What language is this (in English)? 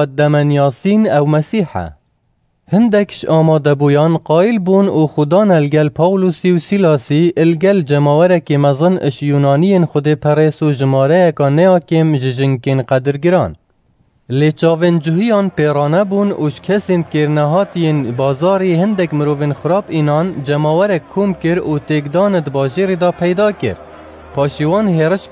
Kurdish